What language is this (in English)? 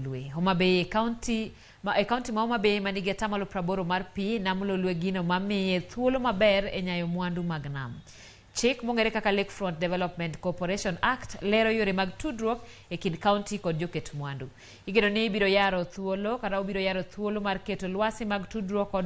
Luo (Kenya and Tanzania)